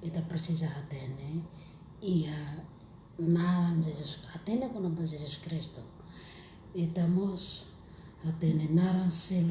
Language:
Tetum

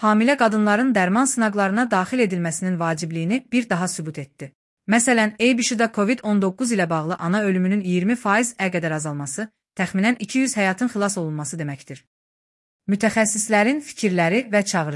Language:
Azerbaijani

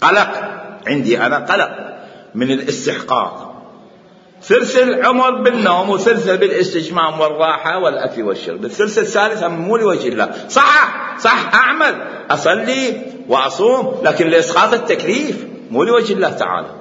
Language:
Mesopotamian Arabic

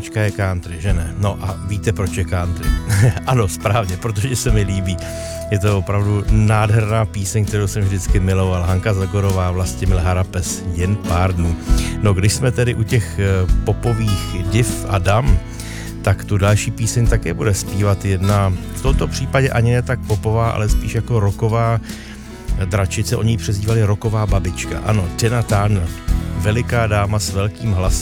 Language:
Czech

